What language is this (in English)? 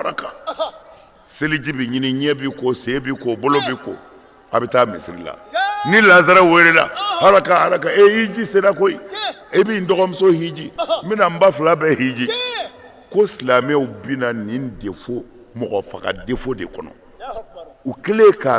Bambara